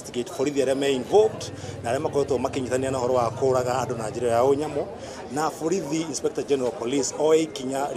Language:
Kikuyu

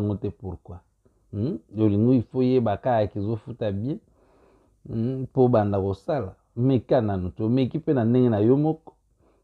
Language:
Lingala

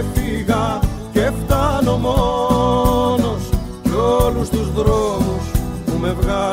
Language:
Greek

